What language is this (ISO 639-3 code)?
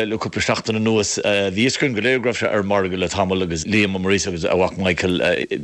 gle